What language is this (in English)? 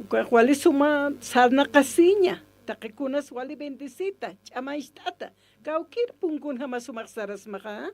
Aymara